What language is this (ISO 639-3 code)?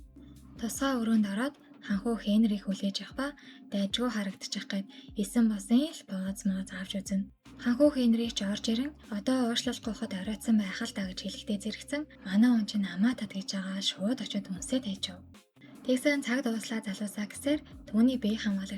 mon